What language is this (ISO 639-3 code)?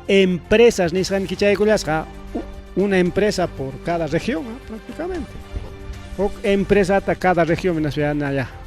quy